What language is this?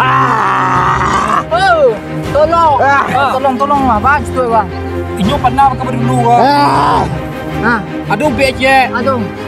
Minangkabau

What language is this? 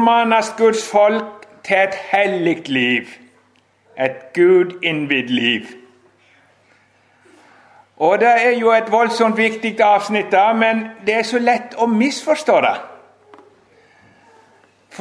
Norwegian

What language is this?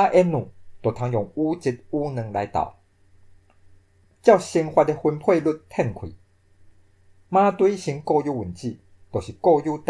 Min Nan Chinese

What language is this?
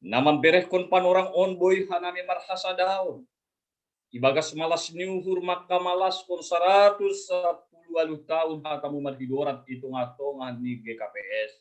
Batak Simalungun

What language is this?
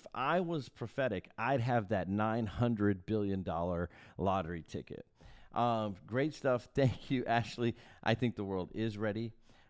English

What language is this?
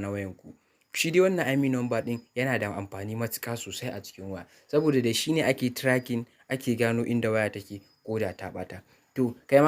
Hausa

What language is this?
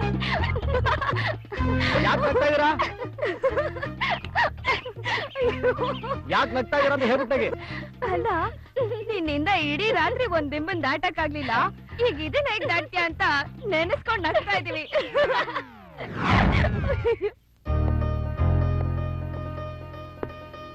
Kannada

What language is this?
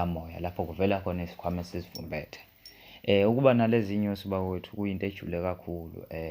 Zulu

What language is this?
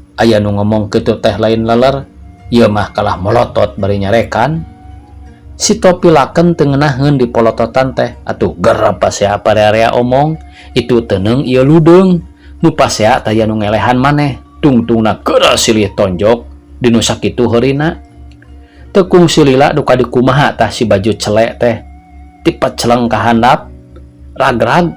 Sundanese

